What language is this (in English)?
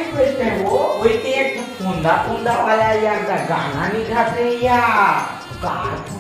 Chhattisgarhi